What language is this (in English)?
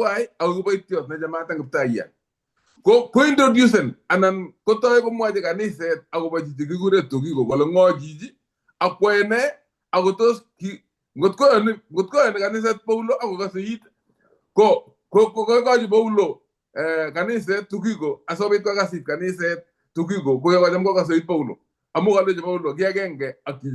Kalenjin